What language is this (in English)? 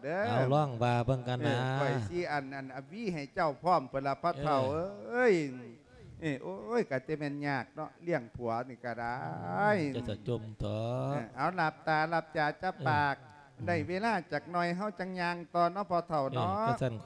Lao